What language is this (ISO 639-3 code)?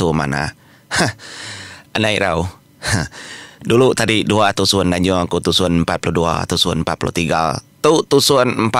iba